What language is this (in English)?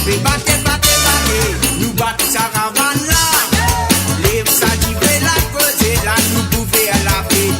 Morisyen